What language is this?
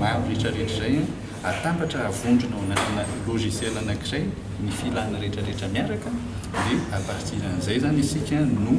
Malagasy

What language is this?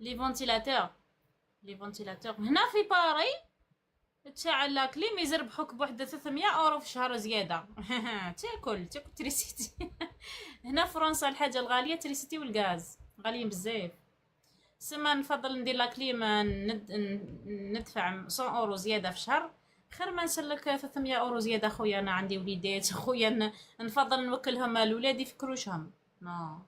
Algerian Arabic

